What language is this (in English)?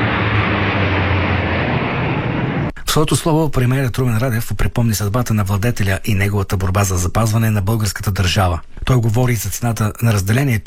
Bulgarian